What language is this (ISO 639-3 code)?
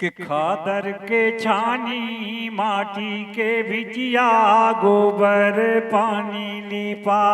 hne